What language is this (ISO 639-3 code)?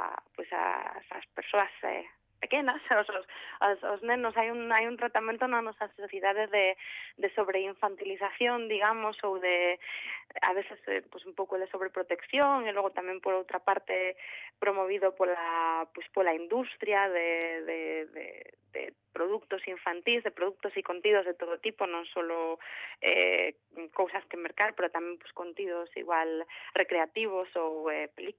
glg